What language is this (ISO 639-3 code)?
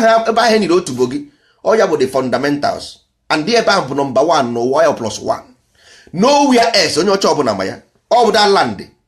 ibo